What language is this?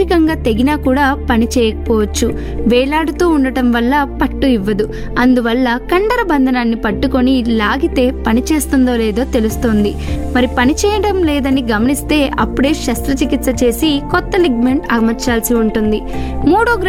Telugu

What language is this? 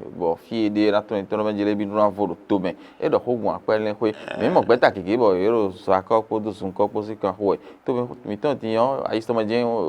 Fon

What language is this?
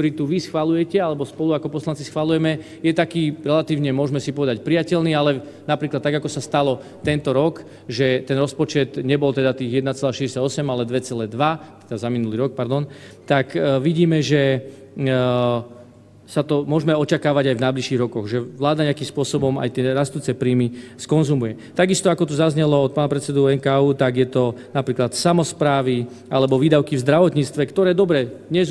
Slovak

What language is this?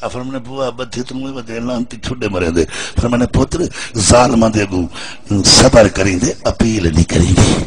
Saraiki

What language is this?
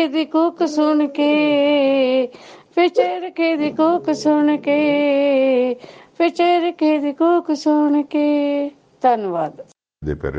Punjabi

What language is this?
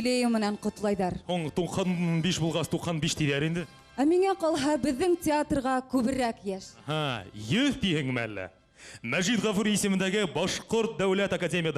Bashkir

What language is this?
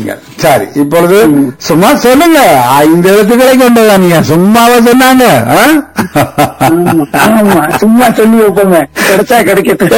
Tamil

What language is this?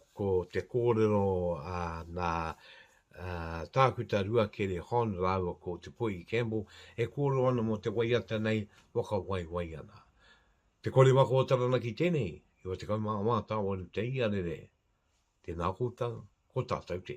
Māori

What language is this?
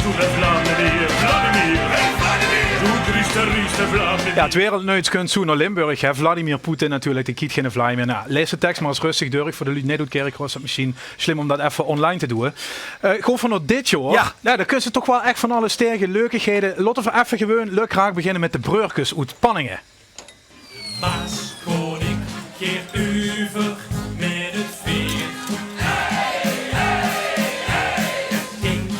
Limburgish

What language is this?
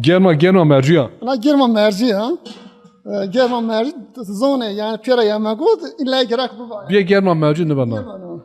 Zaza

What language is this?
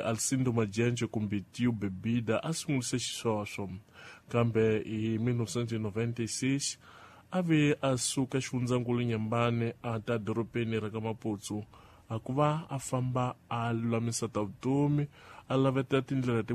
Tsonga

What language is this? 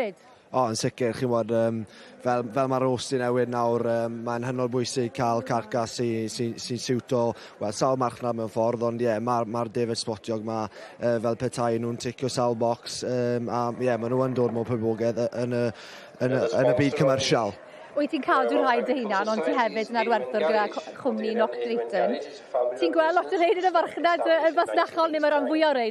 Welsh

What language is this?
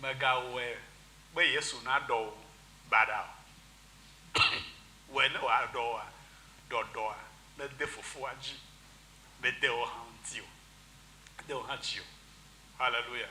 Ewe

